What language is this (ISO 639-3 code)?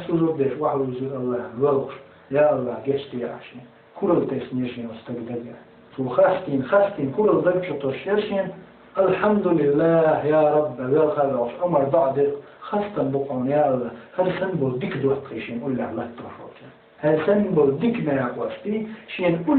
che